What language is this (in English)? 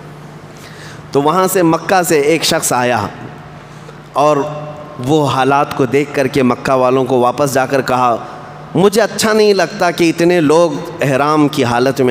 Urdu